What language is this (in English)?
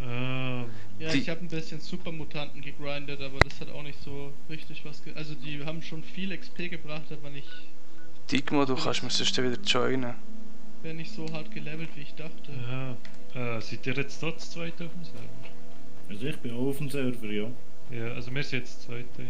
Swiss German